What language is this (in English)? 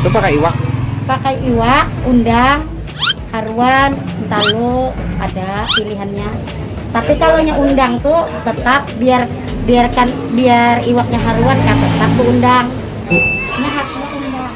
Banjar